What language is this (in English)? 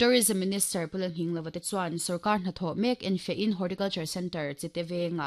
Mizo